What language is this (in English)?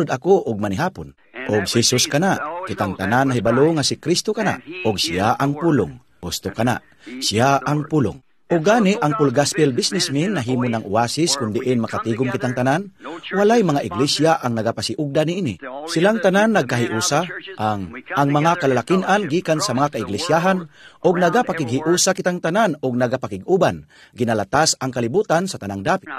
Cebuano